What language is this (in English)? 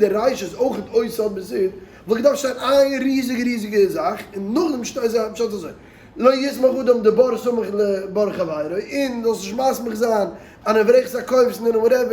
Yiddish